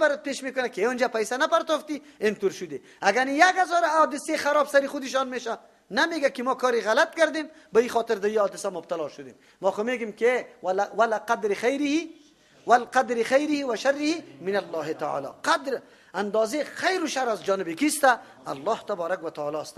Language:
Persian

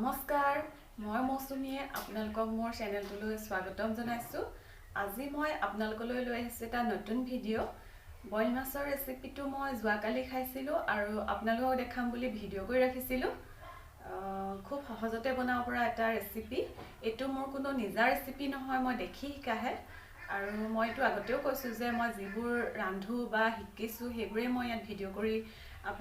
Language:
Assamese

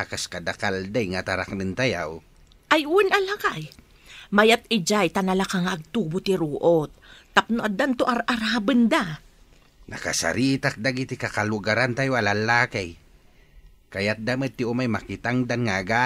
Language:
Iloko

